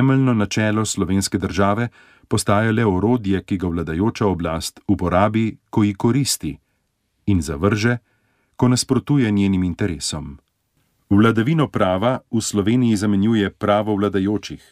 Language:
Slovenian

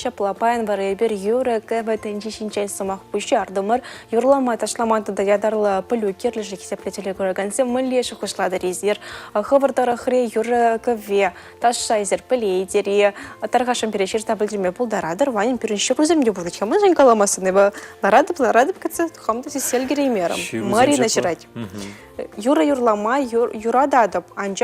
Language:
Chuvash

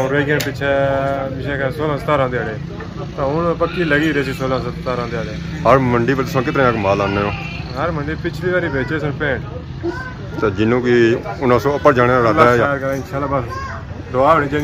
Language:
Pahari-Potwari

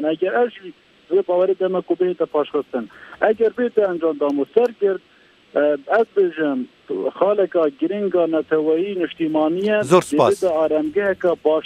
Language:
Kurdish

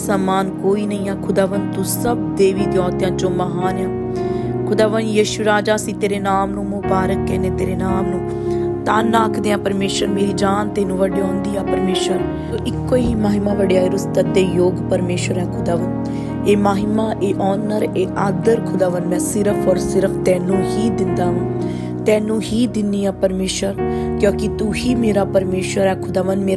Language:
Punjabi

